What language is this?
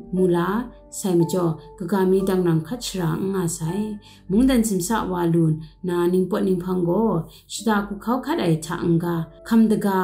Kachin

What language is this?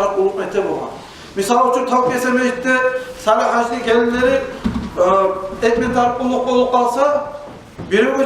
Kumyk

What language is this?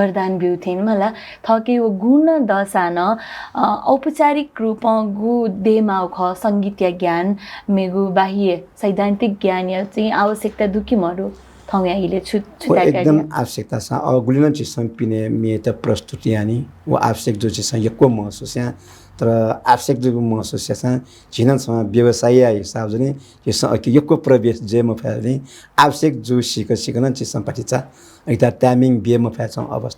Newari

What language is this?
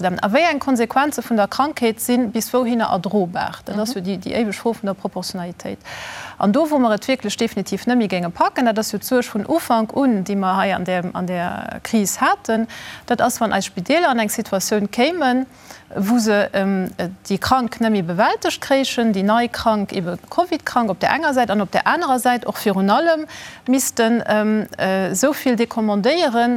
Luxembourgish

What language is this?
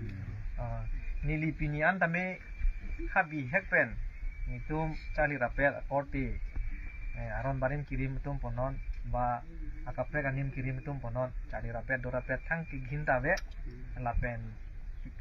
Karbi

